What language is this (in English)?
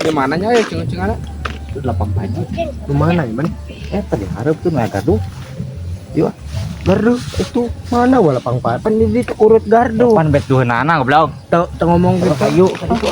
Sundanese